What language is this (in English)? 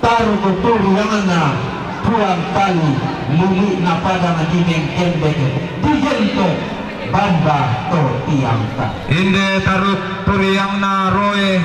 Toraja-Sa'dan